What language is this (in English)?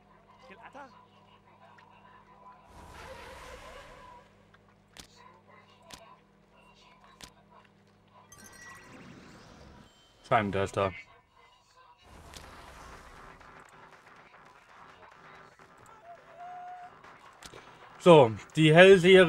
German